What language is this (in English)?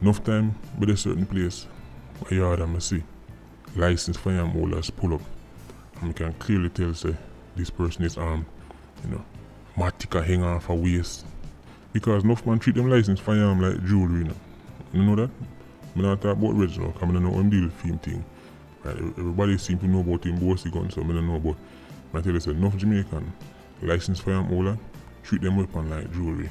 Jamaican Creole English